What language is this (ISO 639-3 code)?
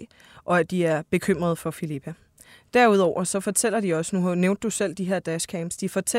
dan